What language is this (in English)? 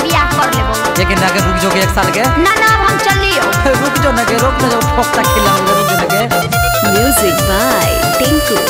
Bhojpuri